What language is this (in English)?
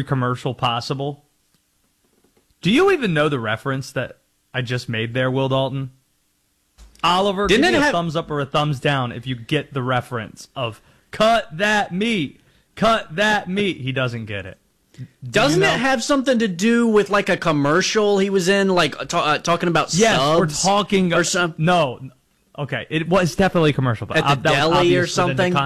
English